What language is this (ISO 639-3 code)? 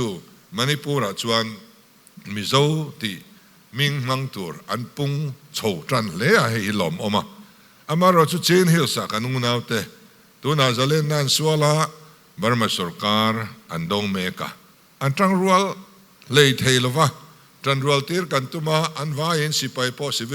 lus